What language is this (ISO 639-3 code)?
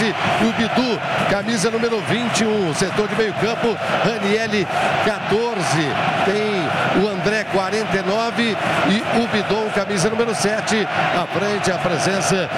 por